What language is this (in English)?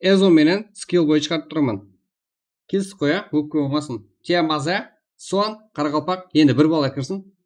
Kara-Kalpak